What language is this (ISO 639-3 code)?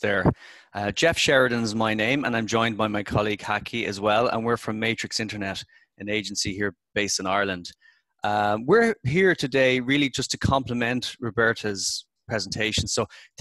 eng